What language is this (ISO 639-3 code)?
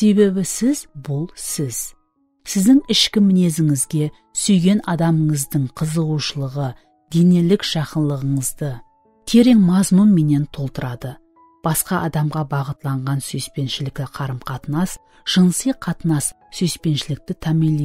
kaa